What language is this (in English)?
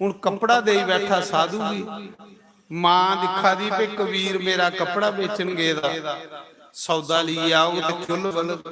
Dogri